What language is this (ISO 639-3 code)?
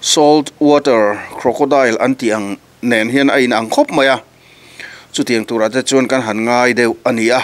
lus